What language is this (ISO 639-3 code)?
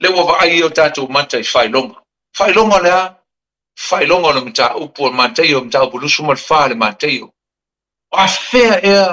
smo